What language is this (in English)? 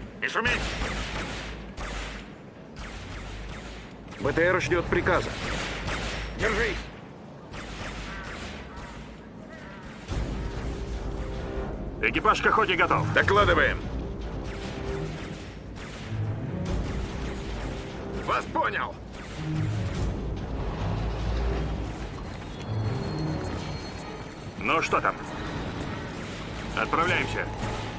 Russian